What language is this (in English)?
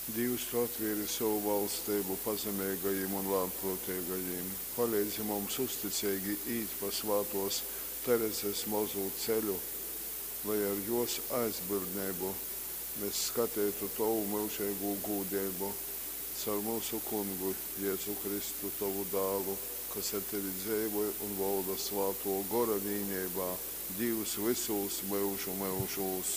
Latgalian